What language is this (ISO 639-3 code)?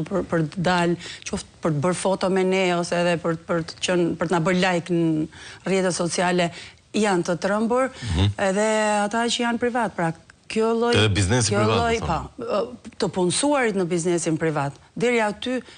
sqi